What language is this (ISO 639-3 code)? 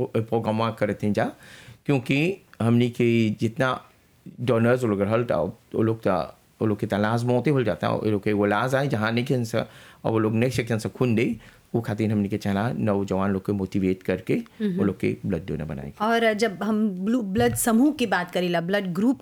bho